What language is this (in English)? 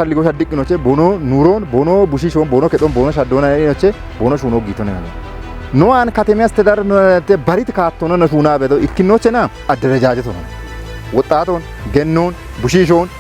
Kafa